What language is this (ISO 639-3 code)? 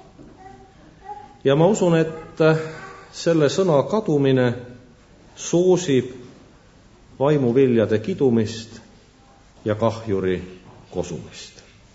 est